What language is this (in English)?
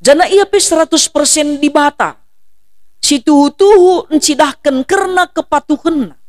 Batak Karo